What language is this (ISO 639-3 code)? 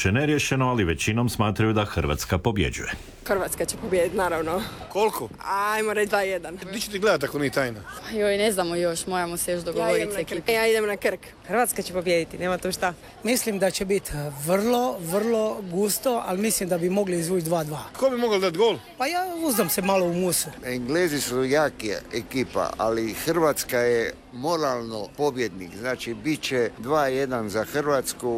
hrv